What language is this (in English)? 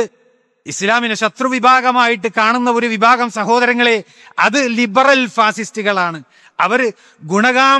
Malayalam